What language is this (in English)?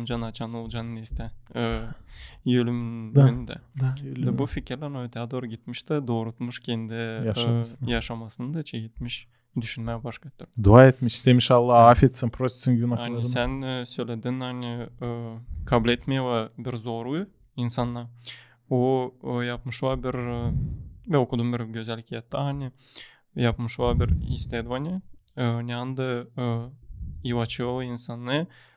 Gagauz